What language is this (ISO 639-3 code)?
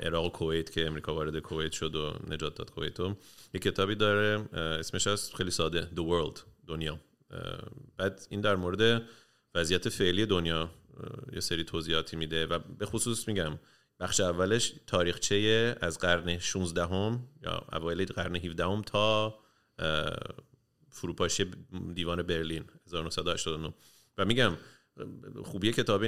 fas